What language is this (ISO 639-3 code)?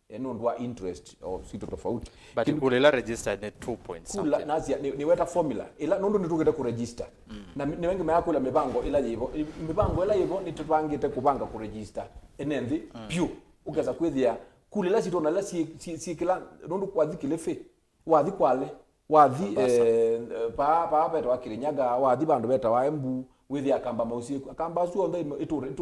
kam